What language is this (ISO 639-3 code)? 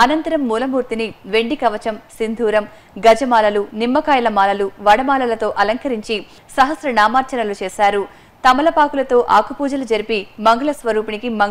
tel